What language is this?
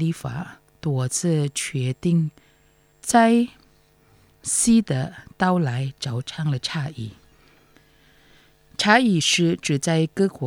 Chinese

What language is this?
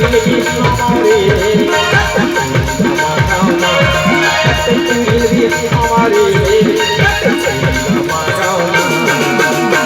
Chhattisgarhi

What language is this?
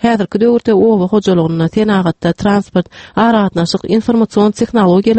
Turkmen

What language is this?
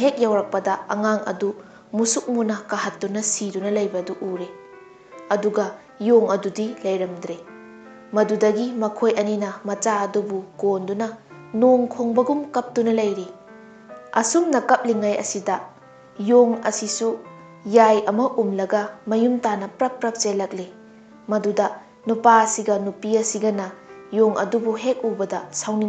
Manipuri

